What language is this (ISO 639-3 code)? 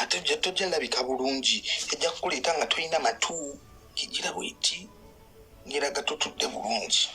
lug